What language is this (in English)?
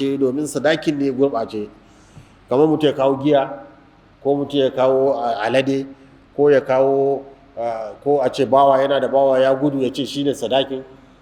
Hausa